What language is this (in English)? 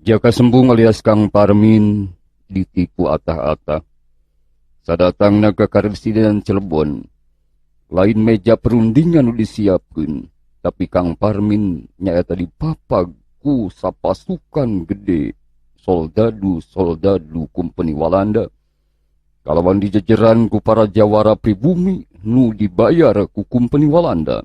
Sundanese